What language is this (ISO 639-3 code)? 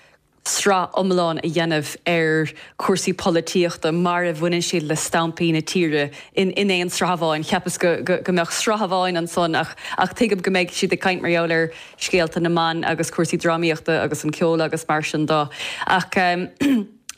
gle